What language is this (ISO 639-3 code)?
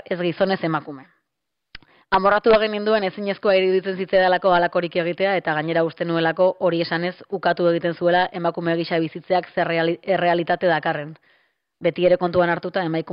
eus